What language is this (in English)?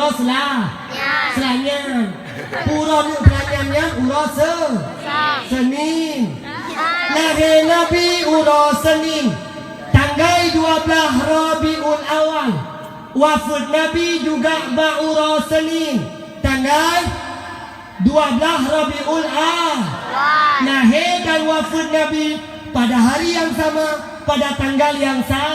Achinese